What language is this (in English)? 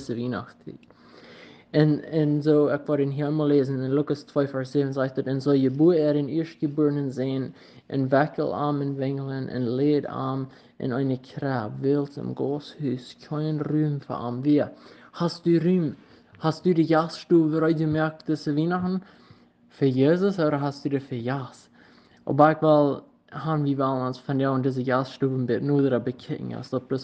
Plautdietsch